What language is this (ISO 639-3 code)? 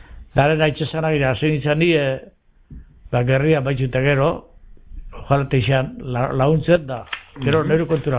eus